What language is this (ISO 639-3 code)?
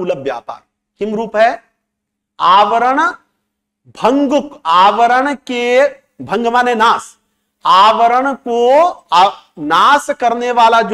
san